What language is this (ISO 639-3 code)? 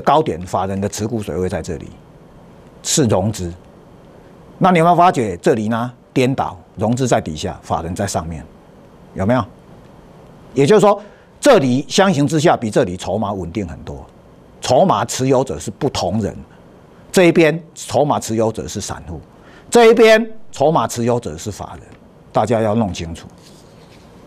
zho